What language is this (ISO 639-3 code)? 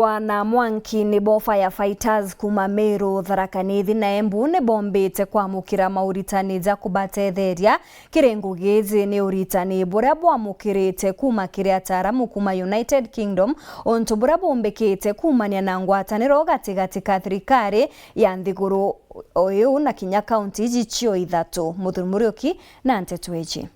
mer